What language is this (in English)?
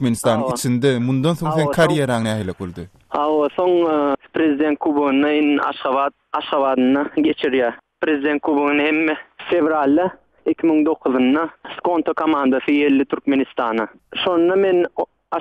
Turkmen